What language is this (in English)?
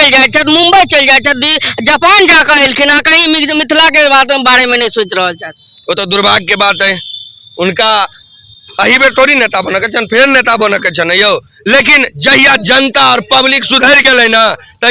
Maithili